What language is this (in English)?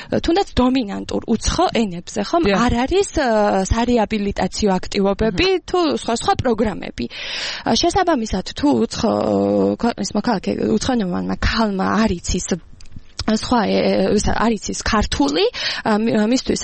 Georgian